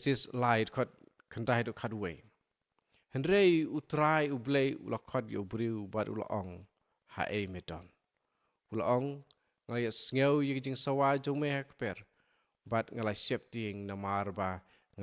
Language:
Khasi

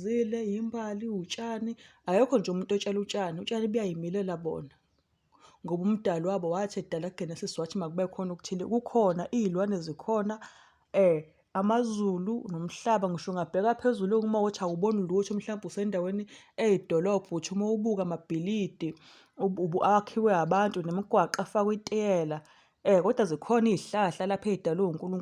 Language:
Zulu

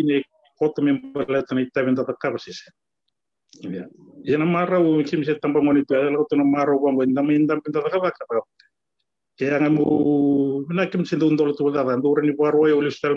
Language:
Fijian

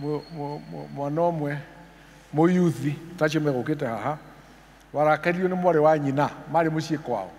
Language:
Kikuyu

